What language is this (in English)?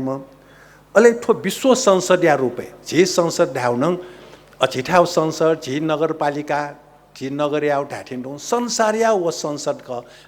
Newari